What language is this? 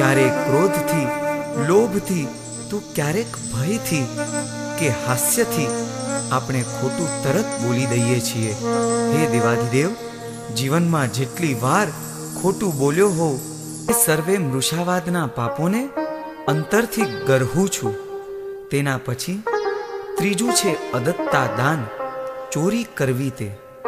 Gujarati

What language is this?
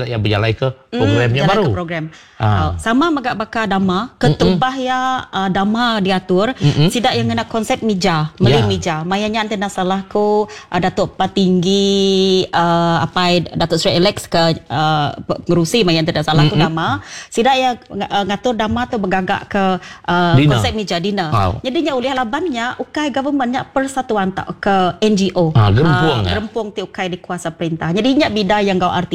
Iban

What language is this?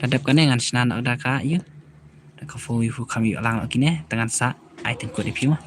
Khasi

